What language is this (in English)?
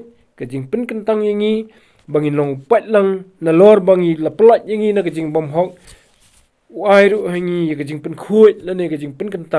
Khasi